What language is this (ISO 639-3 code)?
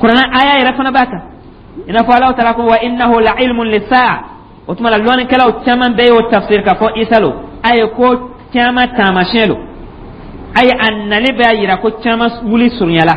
dyu